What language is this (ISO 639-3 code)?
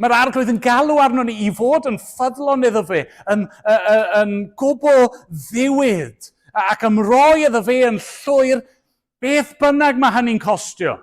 cym